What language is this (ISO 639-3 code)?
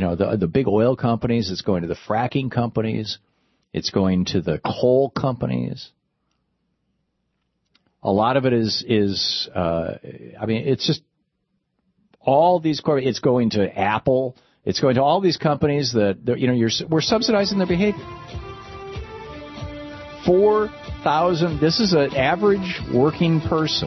eng